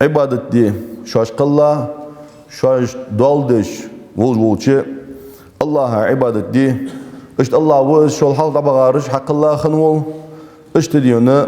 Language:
Ingush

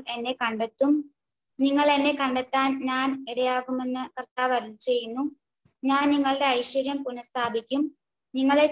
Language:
Malayalam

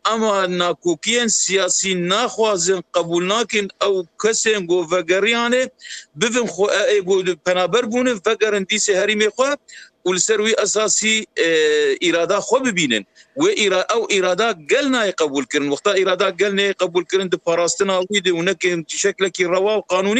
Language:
Kurdish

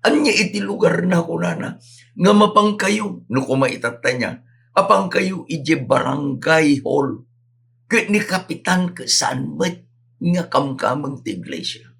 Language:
Iloko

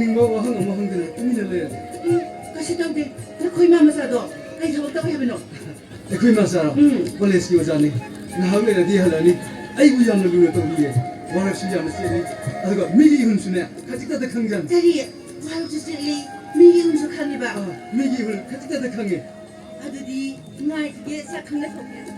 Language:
Manipuri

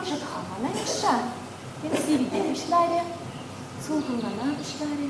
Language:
Chuvash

